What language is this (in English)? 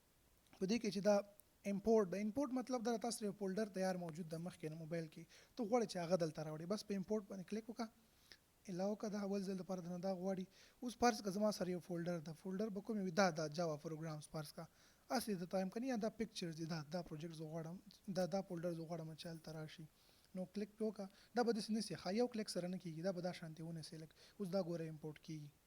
Pashto